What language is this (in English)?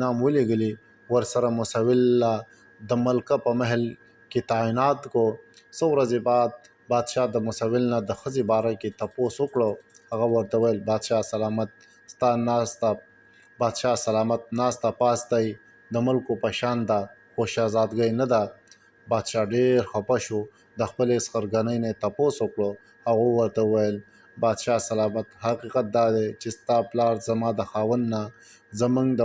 Pashto